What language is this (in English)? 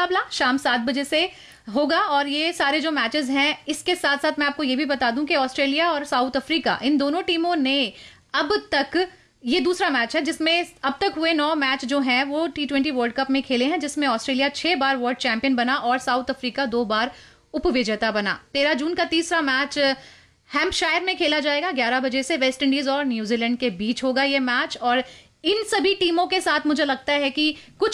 Hindi